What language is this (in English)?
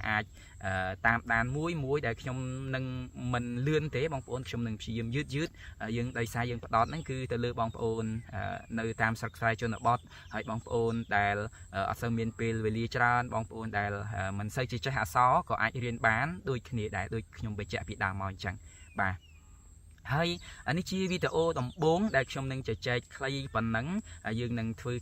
Khmer